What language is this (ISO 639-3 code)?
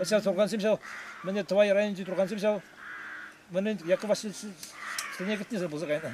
chv